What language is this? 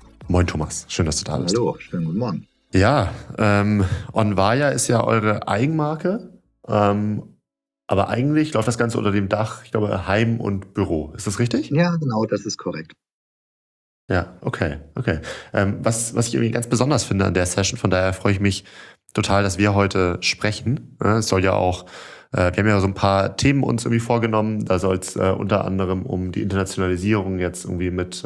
German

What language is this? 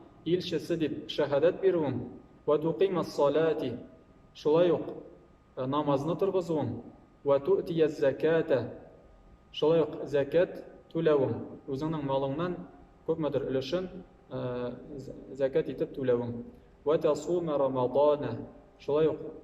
Tatar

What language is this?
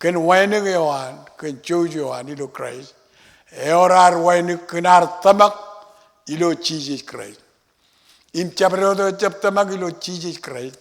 Marshallese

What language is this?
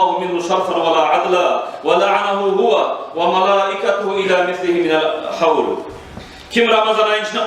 Kumyk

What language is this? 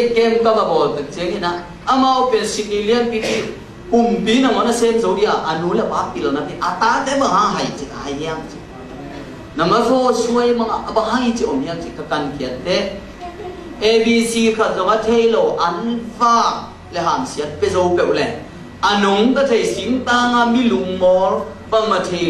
Tedim Chin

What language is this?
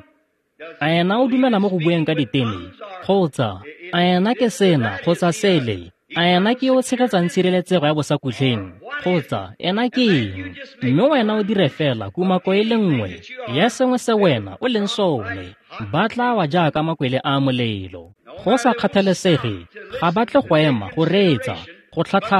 Tswana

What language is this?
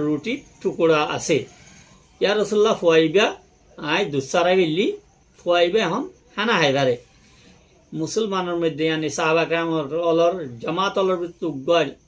Rohingya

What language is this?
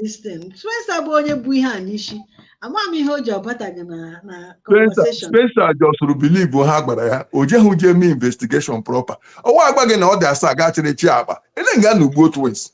Igbo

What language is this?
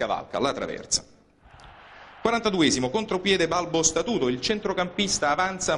Italian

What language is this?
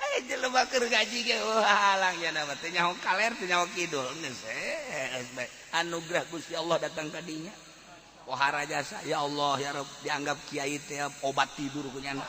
Sundanese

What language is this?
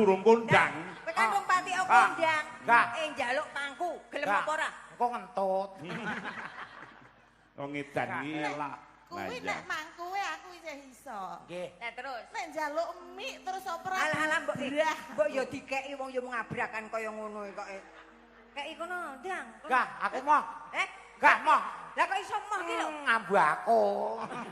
Javanese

